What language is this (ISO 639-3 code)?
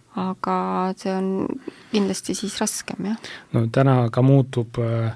est